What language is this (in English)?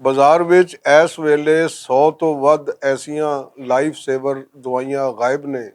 Western Panjabi